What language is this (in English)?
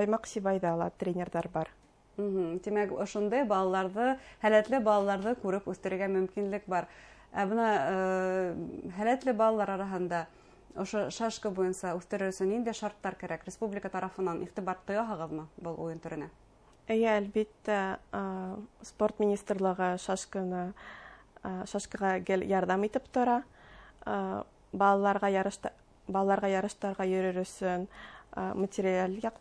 Bashkir